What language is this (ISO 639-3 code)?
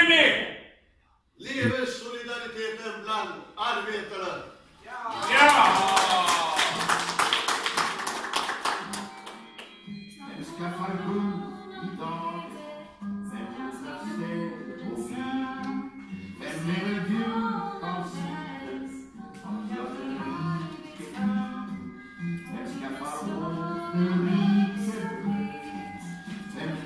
swe